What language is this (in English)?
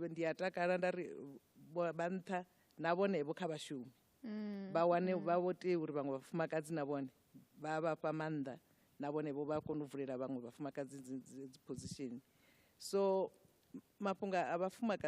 Venda